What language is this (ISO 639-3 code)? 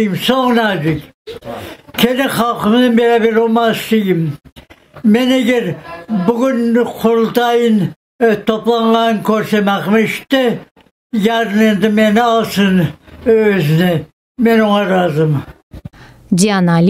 crh